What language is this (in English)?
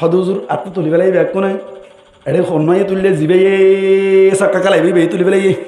Rohingya